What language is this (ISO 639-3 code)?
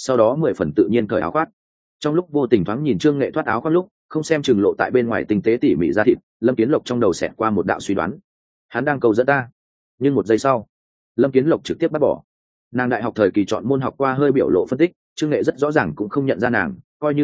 vie